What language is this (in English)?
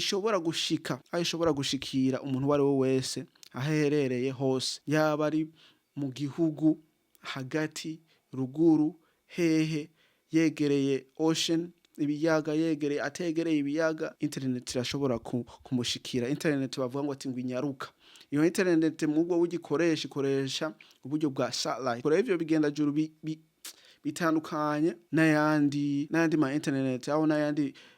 Rundi